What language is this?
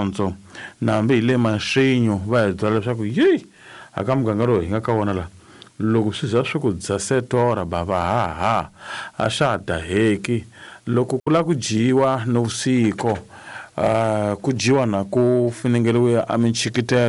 Tsonga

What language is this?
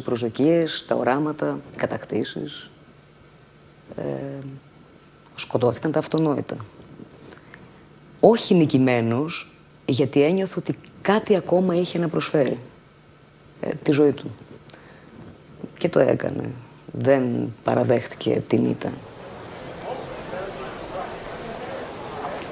Greek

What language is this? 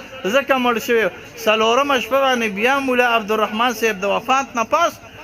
Pashto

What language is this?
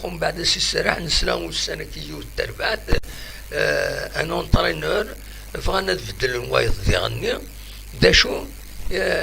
Kabyle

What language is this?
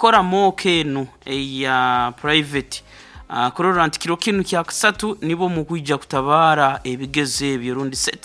Nyankole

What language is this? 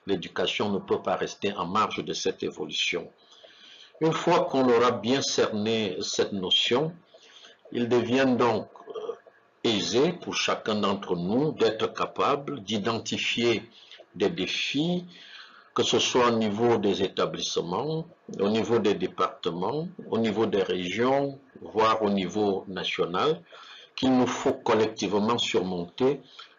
French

